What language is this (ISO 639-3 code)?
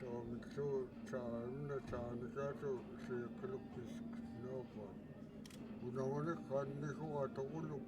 esu